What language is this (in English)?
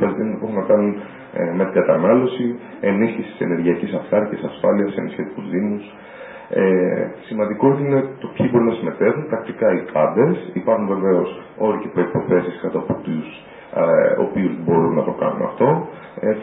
Greek